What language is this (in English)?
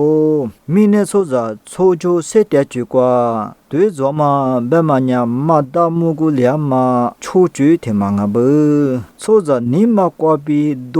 Lisu